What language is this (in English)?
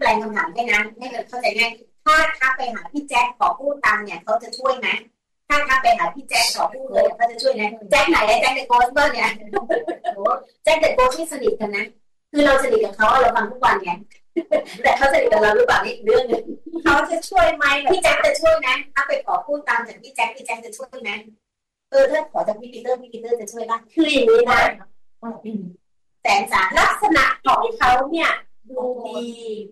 Thai